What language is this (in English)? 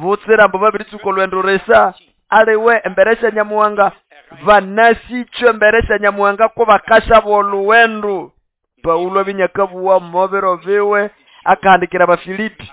Nande